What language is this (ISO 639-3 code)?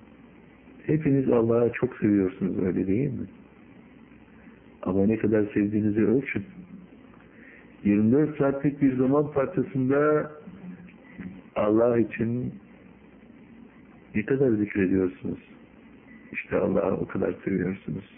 tur